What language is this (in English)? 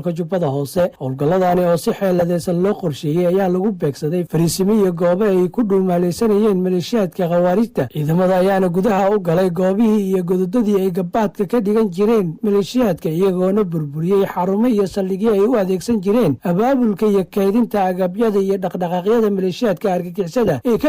Somali